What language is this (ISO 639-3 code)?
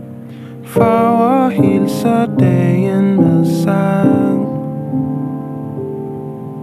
dan